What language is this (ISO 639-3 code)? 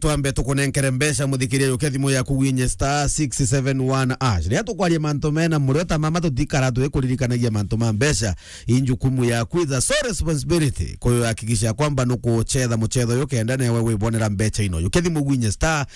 mer